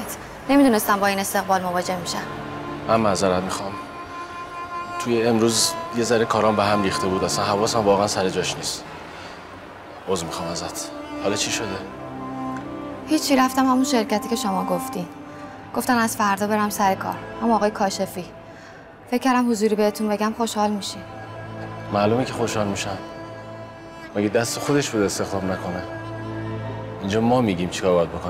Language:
Persian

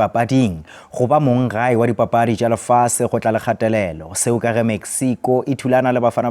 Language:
Northern Sotho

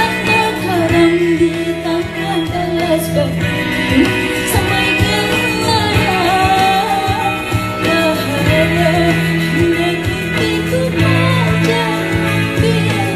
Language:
Banjar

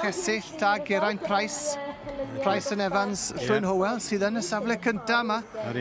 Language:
Welsh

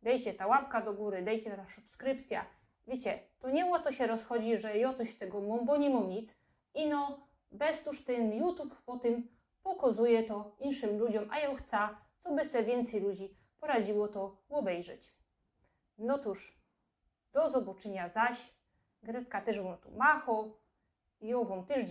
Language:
Silesian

